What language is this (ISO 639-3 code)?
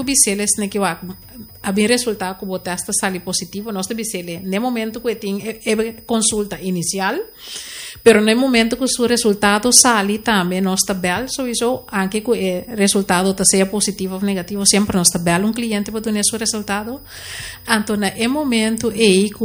pap